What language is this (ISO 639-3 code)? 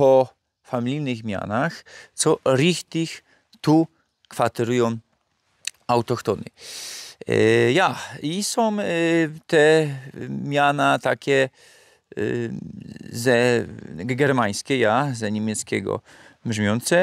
szl